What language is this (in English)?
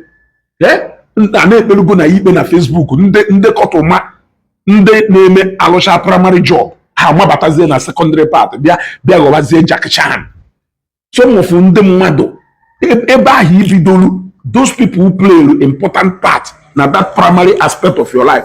Igbo